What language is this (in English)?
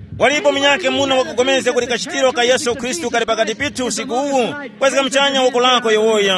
Tumbuka